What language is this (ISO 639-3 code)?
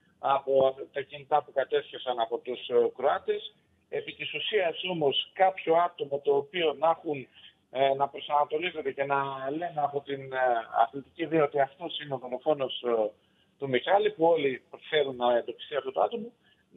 ell